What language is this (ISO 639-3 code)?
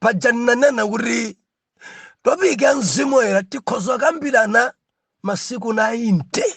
nya